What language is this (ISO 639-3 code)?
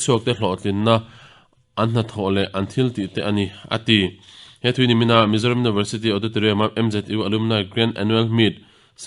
lus